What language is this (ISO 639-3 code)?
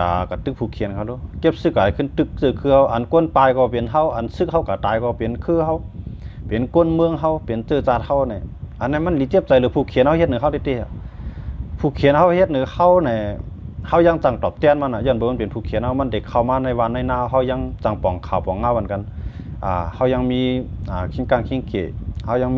shn